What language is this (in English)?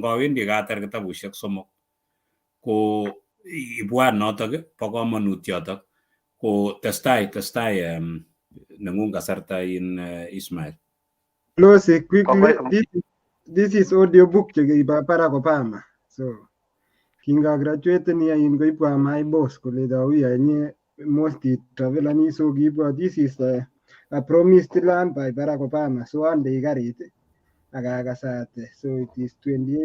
Kalenjin